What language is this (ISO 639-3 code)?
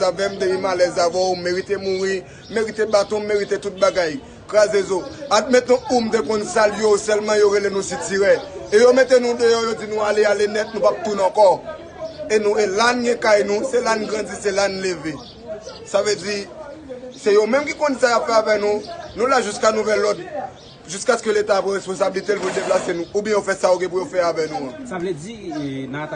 hat